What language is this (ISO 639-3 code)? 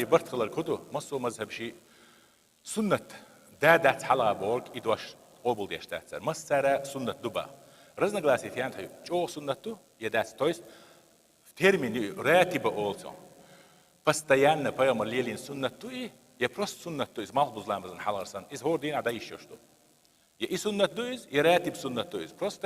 che